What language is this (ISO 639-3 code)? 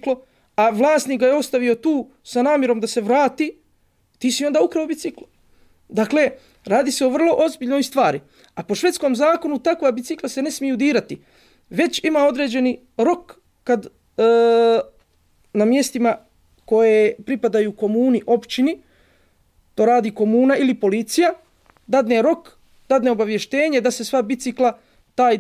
bos